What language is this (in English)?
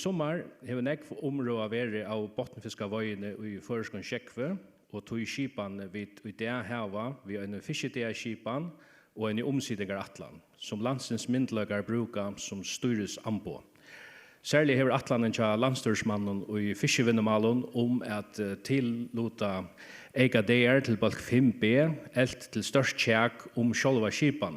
Faroese